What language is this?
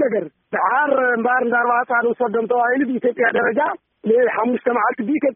Tigrinya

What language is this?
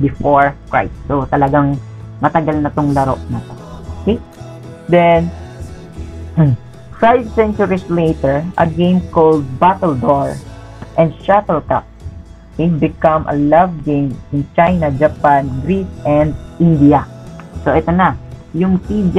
Filipino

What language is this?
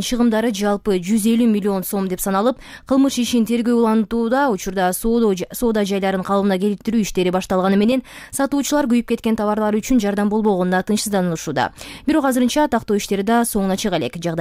Kyrgyz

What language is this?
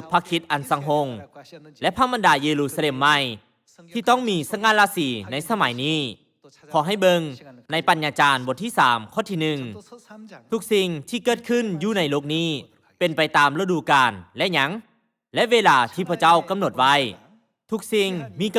Lao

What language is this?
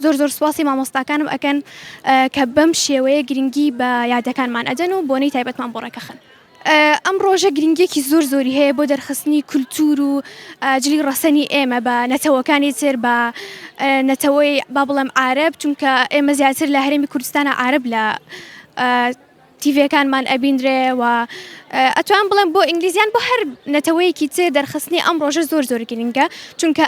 Central Kurdish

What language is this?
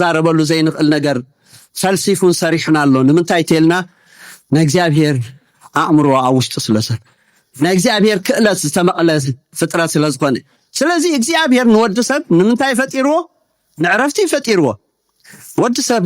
Tigrinya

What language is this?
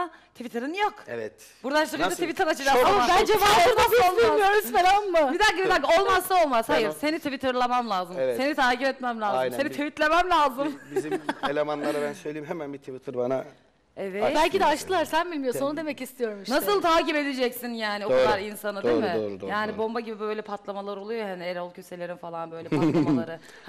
Turkish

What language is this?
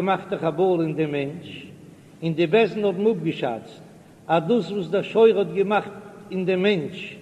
Yiddish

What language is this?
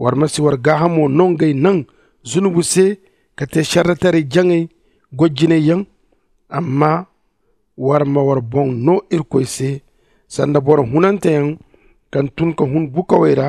Zarma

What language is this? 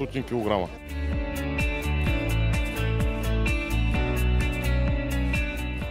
Bulgarian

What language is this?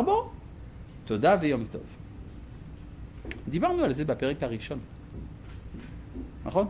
Hebrew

